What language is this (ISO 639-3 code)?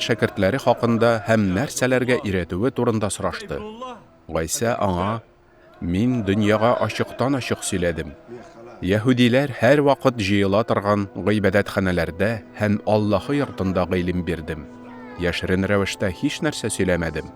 tat